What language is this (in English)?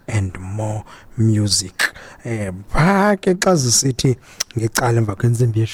Xhosa